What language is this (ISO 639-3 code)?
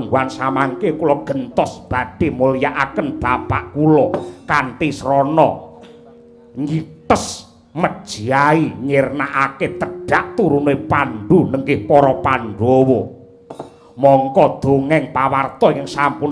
jav